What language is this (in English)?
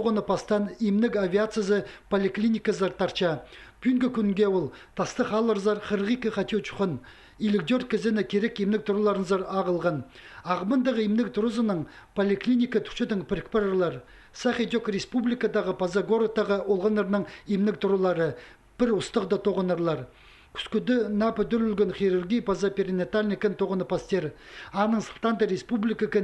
Khakas